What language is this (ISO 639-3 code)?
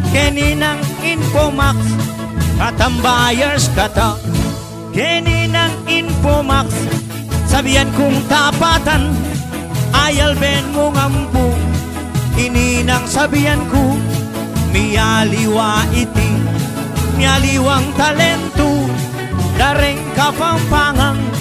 pam